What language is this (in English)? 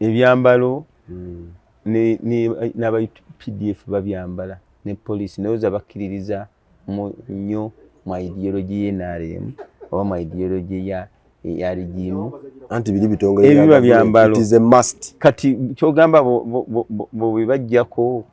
Ganda